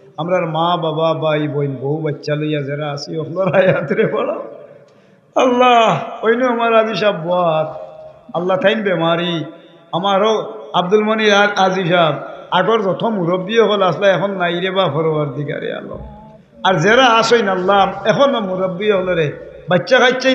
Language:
Sylheti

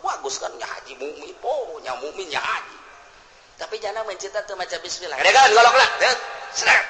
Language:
Sundanese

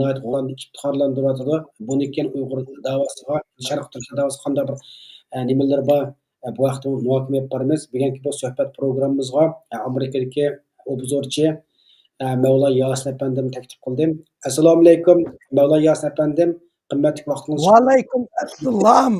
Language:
Uyghur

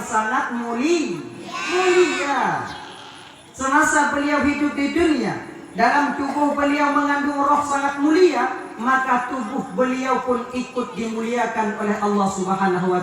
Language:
Achinese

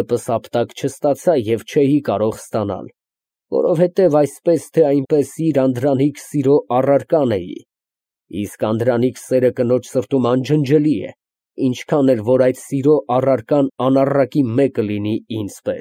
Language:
Armenian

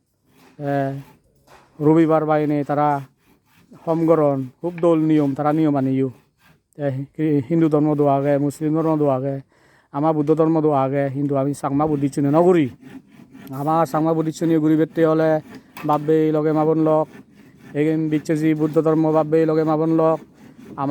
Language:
Chakma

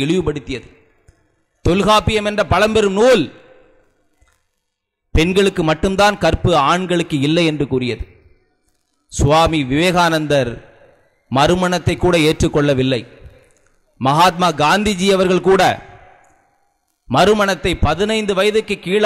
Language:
Tamil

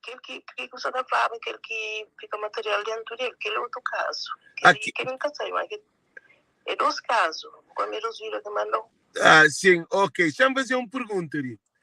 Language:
Kabuverdianu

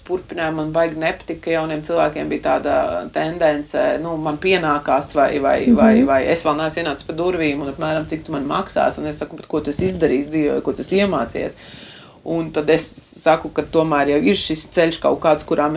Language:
Latvian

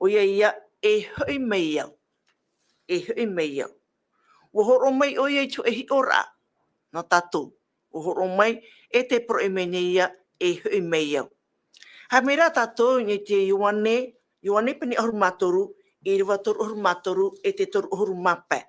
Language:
Tahitian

